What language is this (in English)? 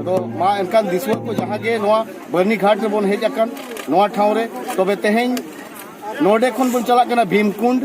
Santali